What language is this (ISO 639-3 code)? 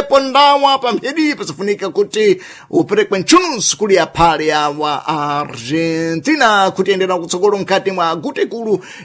seh